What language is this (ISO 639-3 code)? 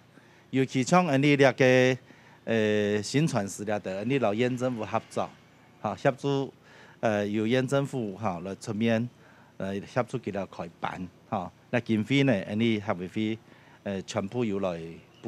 hak